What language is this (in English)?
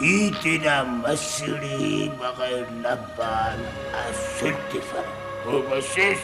Brahui